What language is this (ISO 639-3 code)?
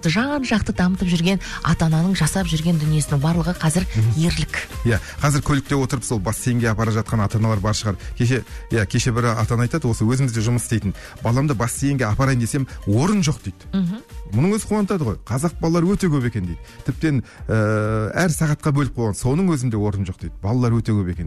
kaz